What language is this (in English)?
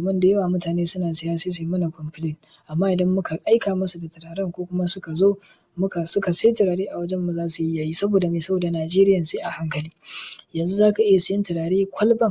Hausa